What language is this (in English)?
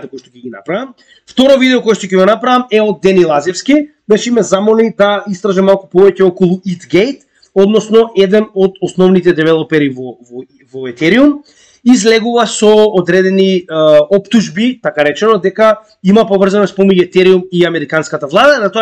Macedonian